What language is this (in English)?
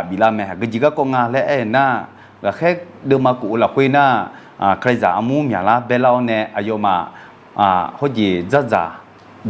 Akha